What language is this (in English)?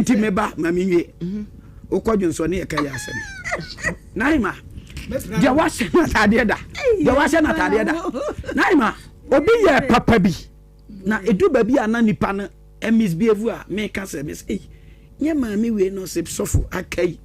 Akan